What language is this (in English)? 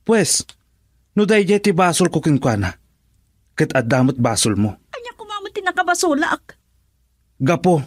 Iloko